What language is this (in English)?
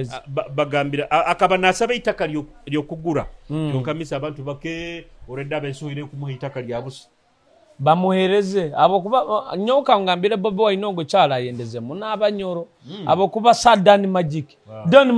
Nyoro